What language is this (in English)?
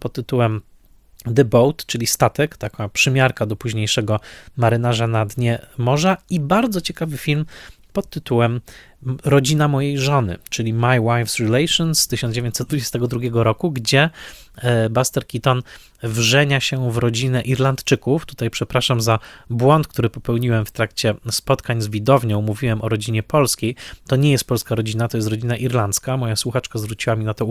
Polish